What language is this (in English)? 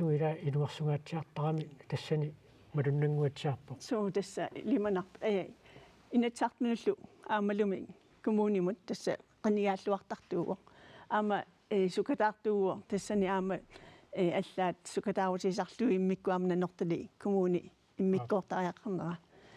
Kalaallisut